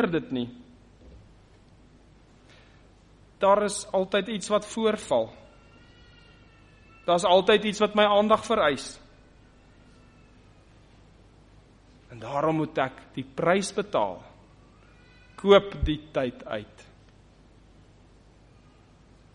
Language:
Afrikaans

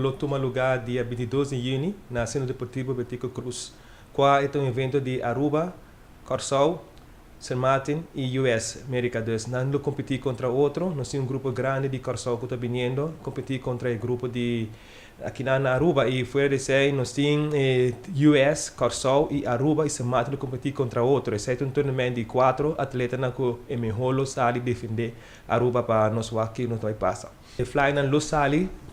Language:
Papiamento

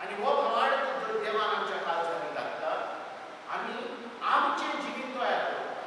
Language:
Konkani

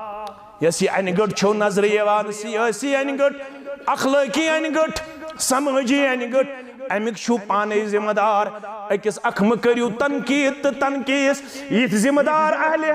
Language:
Kashmiri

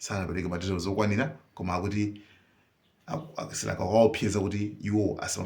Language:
Nyanja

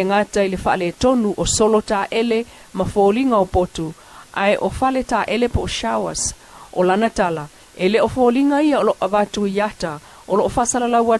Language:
Samoan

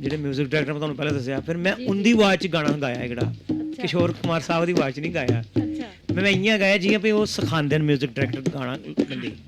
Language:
Dogri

